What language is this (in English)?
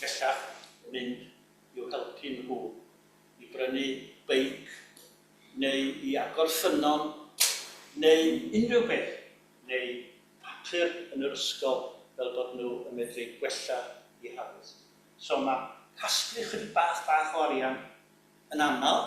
Welsh